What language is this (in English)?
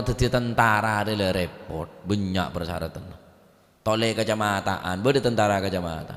Madurese